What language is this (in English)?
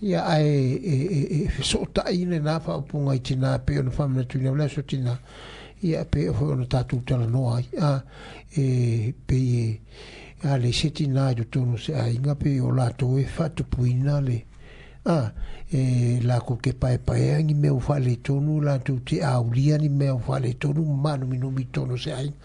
Samoan